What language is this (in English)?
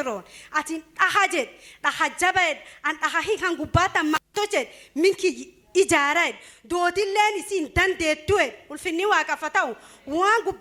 Oromo